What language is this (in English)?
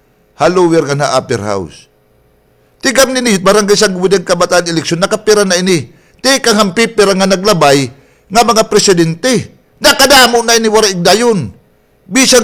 Waray